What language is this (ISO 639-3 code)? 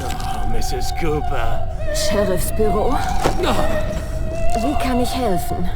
bar